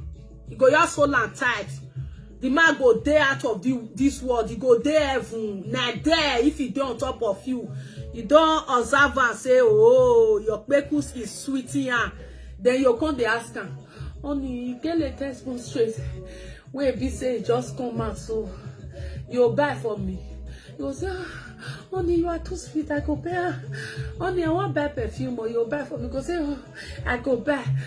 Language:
Nigerian Pidgin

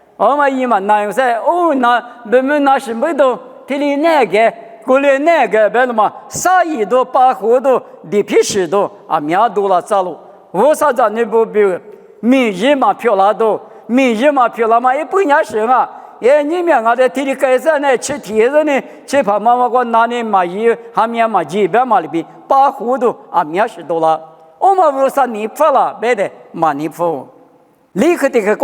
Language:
Lisu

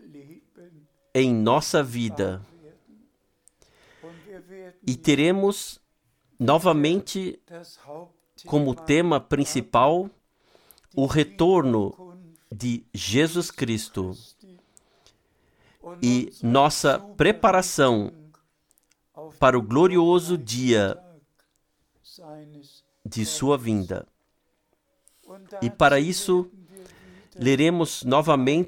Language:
Portuguese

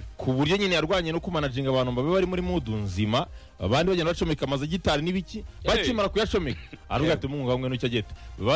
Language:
Kinyarwanda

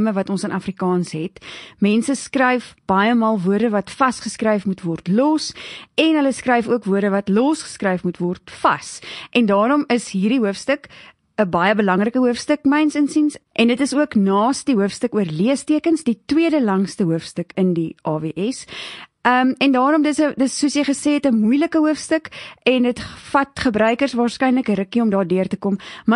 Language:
Afrikaans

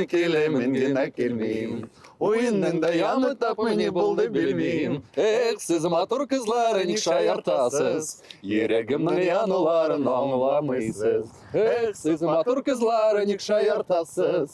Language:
Tatar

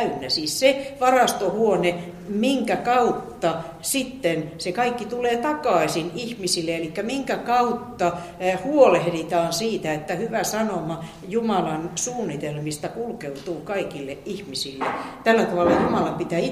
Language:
Finnish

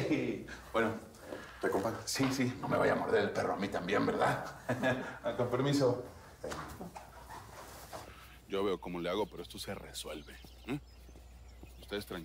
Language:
Spanish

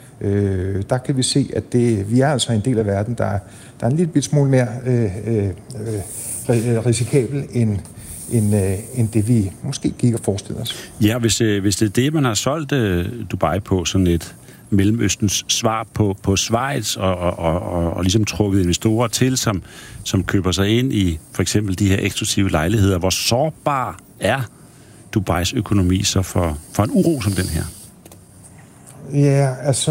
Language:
Danish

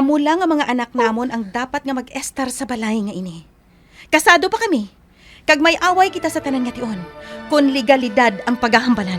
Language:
Hiligaynon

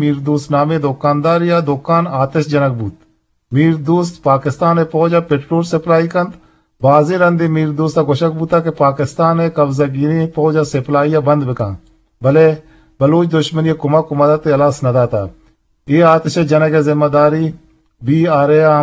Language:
Eastern Balochi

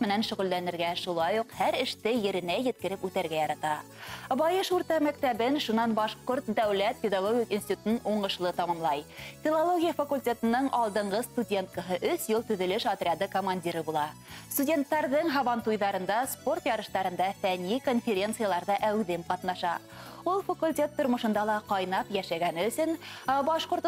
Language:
Bashkir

